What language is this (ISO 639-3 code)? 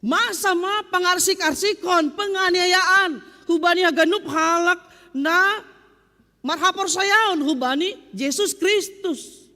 bts